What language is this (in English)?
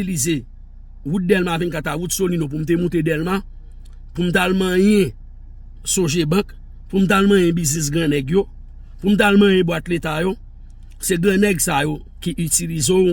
Haitian Creole